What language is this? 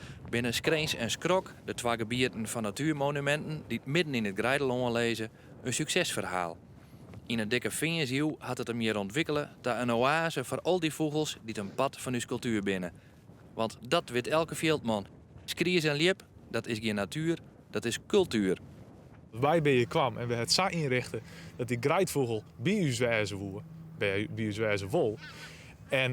Western Frisian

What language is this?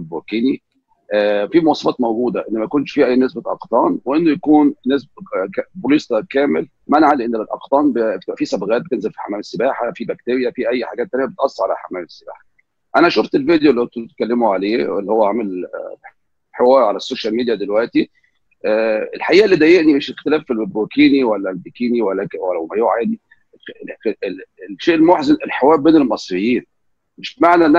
Egyptian Arabic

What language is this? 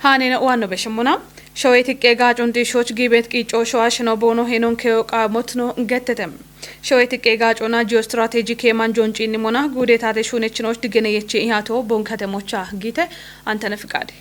Kafa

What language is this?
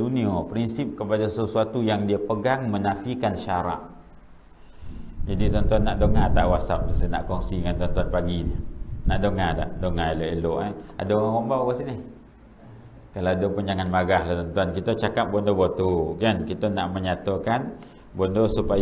Malay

